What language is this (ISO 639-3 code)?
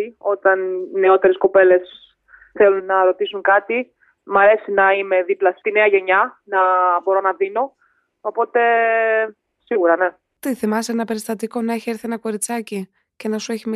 ell